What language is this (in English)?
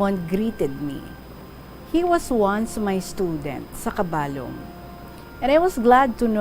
Hiligaynon